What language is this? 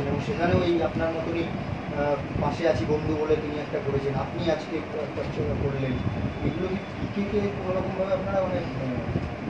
Bangla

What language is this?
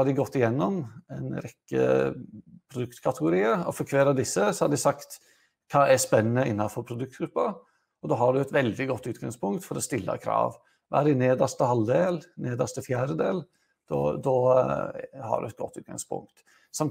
Norwegian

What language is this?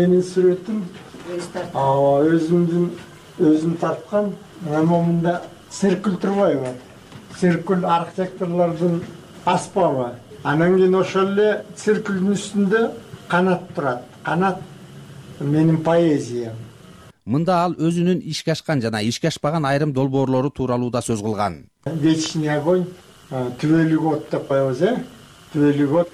Kyrgyz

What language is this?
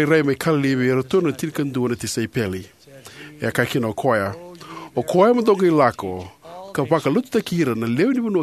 Fijian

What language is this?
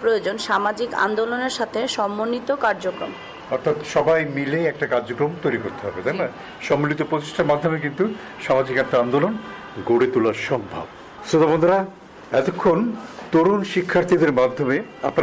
Bangla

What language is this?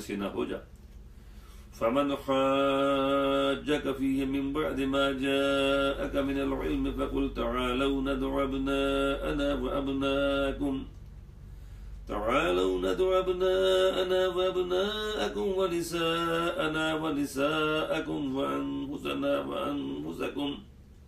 Urdu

